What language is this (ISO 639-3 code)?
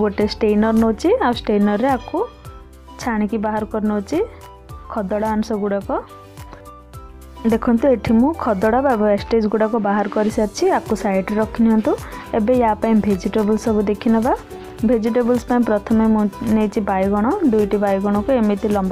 ori